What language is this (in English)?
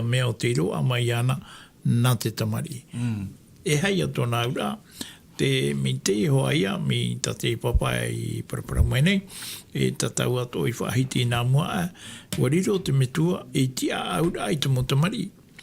Tahitian